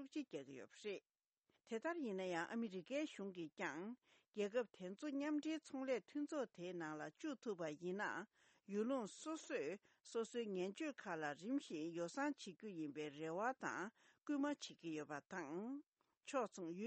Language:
Tibetan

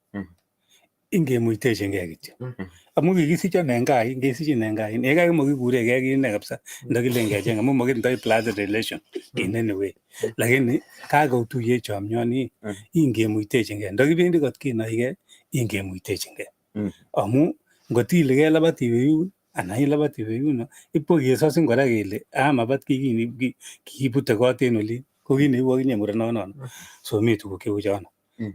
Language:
Kalenjin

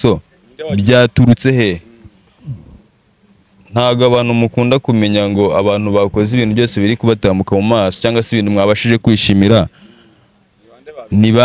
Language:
Kinyarwanda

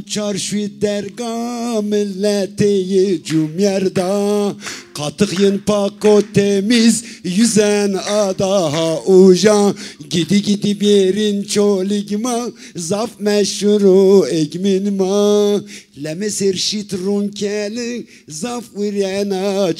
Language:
Zaza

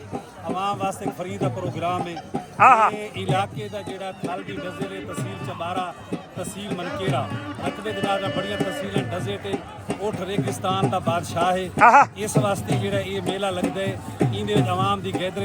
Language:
Saraiki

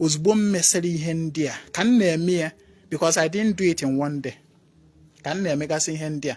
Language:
Igbo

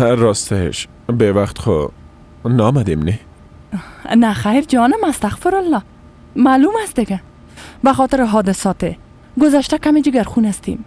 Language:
Persian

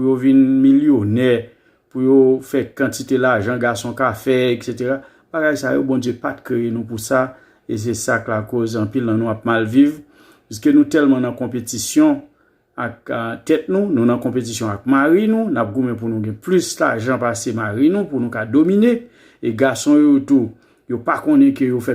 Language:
Haitian Creole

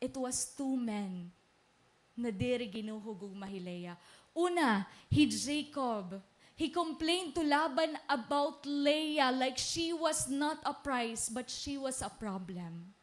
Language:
Waray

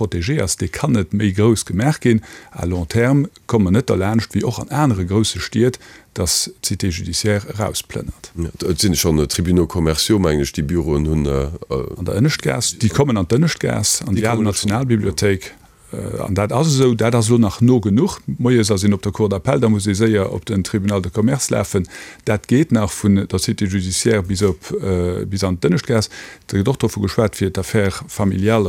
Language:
Luxembourgish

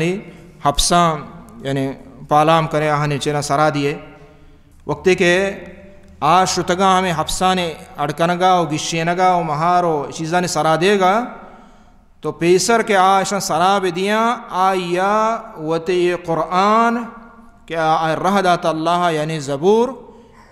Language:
Baluchi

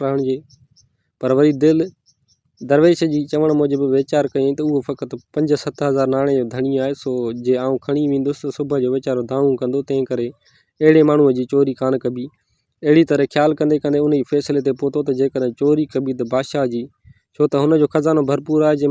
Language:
Sindhi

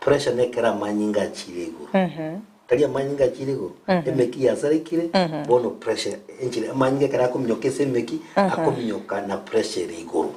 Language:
Gusii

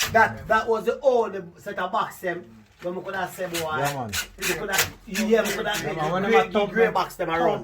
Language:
Jamaican Creole English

